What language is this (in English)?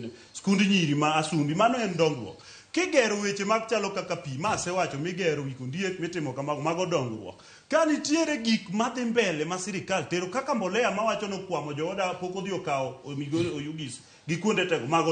Luo (Kenya and Tanzania)